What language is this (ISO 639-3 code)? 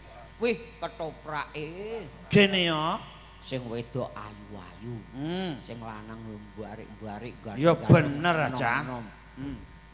jav